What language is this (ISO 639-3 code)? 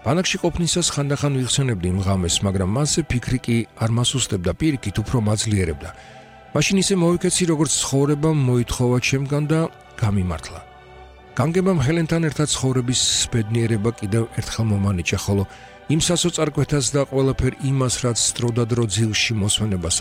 kat